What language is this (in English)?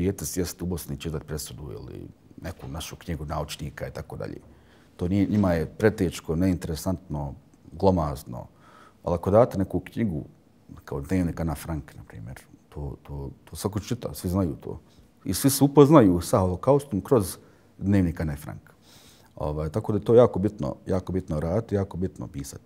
Bosnian